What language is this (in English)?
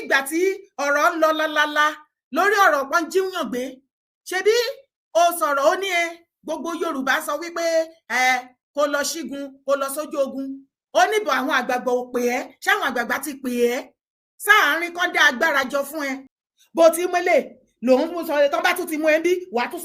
Yoruba